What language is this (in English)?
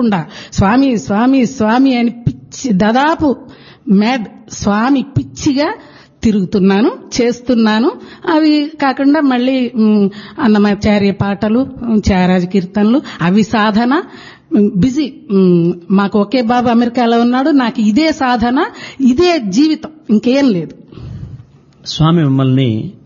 Telugu